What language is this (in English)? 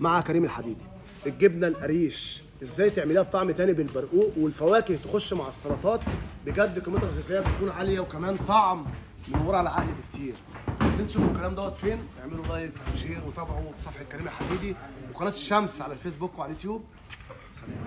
Egyptian Arabic